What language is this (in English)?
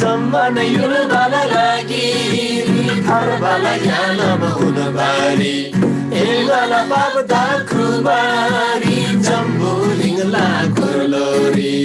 Eastern Tamang